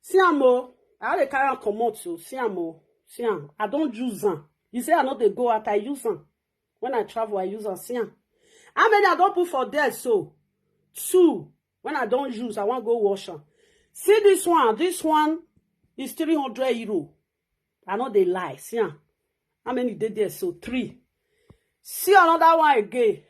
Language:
Nigerian Pidgin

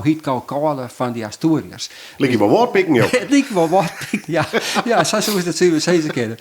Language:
Western Frisian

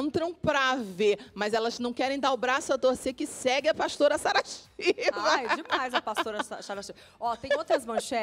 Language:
Portuguese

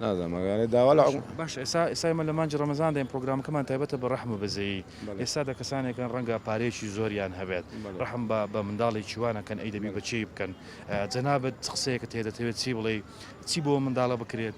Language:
Central Kurdish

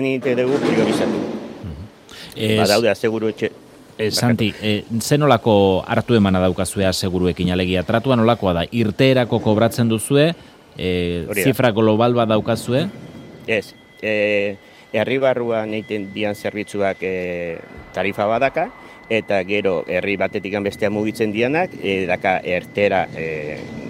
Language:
Basque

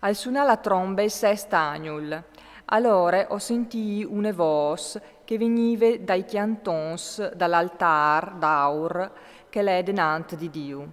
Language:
Friulian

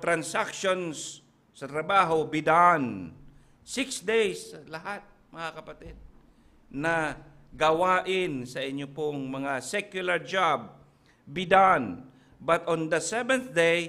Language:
Filipino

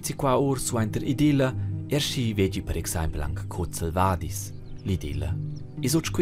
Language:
Romansh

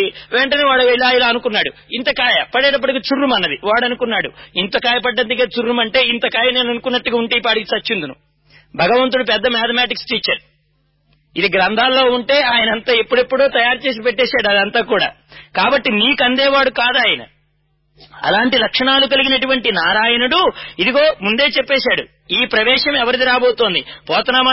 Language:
Telugu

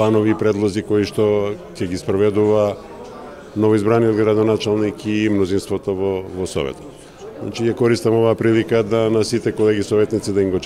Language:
Macedonian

